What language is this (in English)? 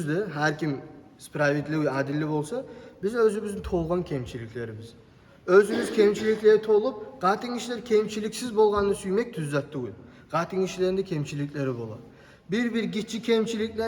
Kumyk